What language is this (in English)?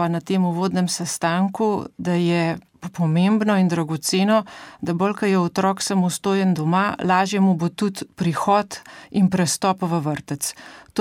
Slovenian